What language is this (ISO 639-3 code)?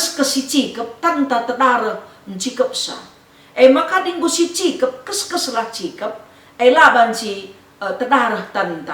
btx